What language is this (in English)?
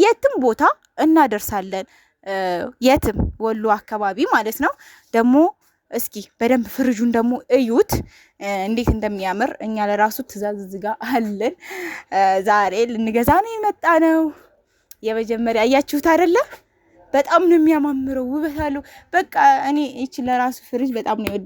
Amharic